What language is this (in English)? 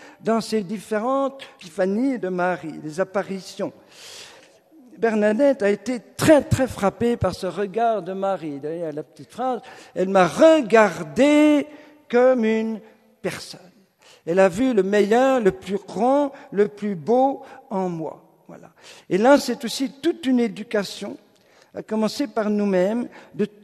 French